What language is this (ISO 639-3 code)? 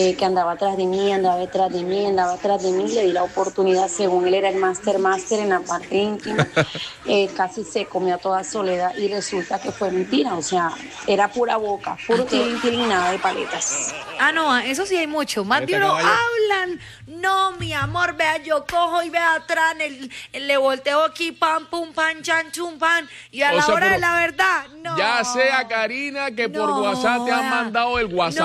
spa